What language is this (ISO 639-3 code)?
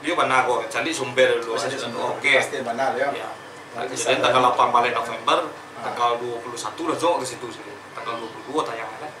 min